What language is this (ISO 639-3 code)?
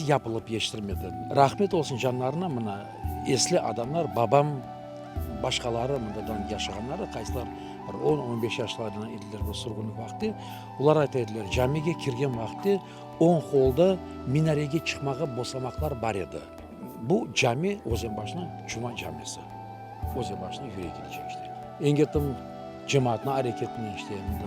crh